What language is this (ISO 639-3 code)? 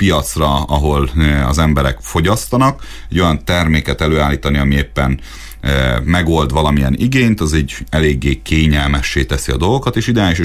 hun